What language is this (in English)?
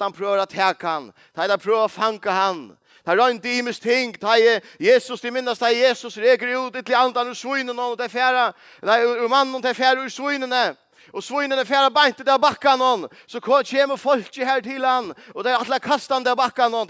Faroese